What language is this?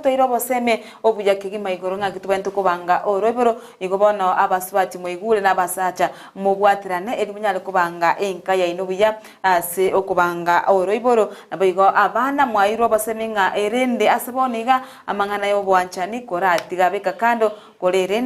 Gusii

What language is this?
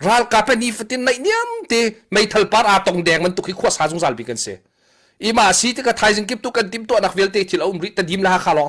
Hakha Chin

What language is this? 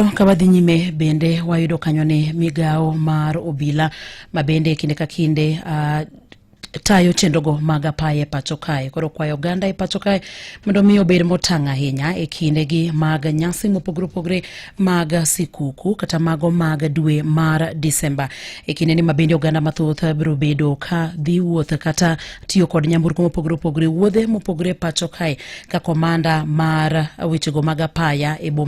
Luo (Kenya and Tanzania)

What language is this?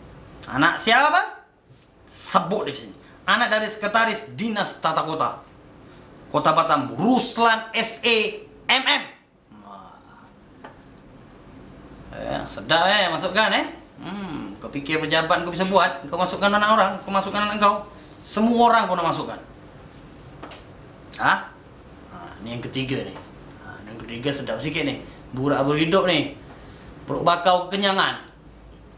Malay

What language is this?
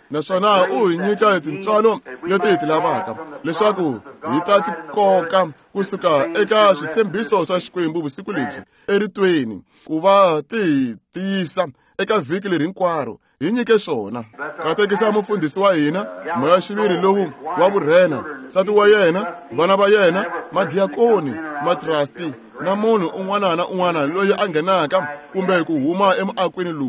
Tsonga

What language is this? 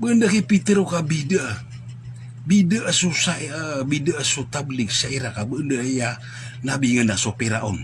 Maranao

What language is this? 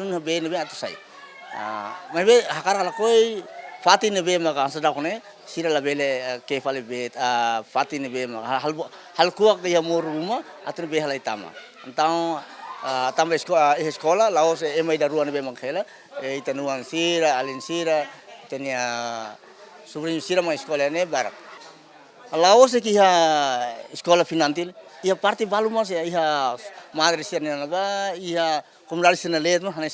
Tetum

